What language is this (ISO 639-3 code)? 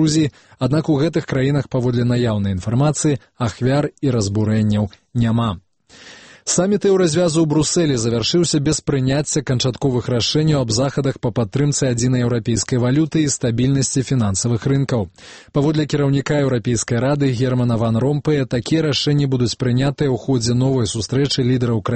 bel